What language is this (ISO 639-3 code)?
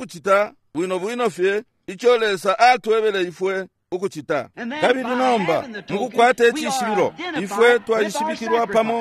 bem